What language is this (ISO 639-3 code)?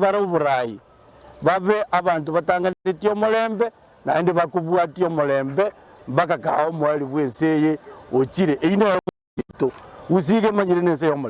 guz